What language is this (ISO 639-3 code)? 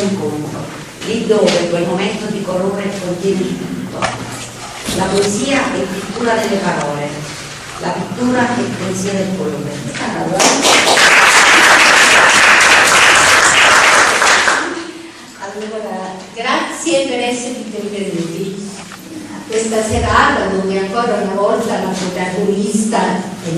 ita